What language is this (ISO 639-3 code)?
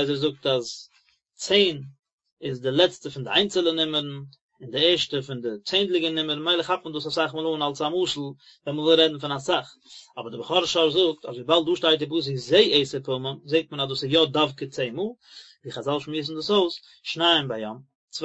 yid